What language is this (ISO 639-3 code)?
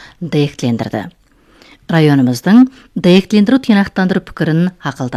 kaz